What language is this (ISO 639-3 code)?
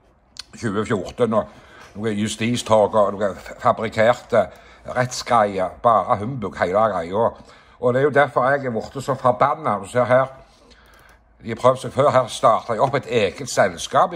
nor